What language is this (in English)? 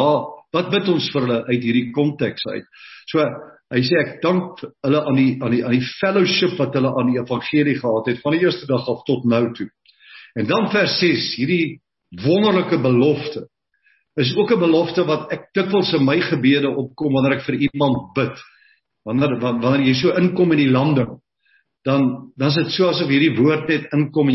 Afrikaans